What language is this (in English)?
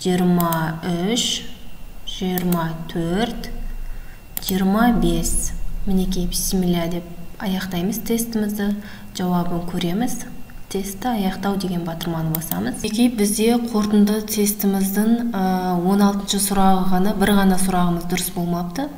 Kazakh